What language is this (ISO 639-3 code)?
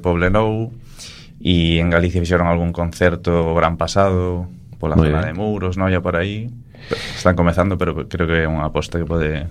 glg